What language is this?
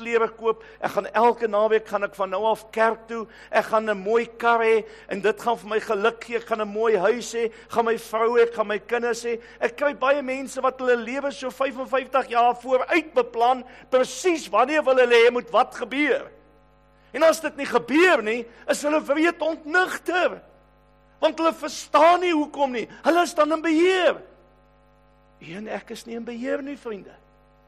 Afrikaans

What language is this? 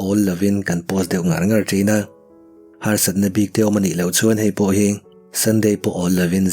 Mizo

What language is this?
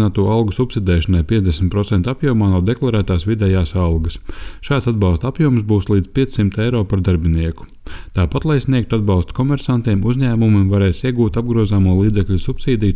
Latvian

